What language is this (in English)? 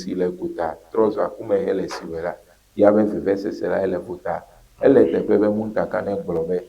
Ewe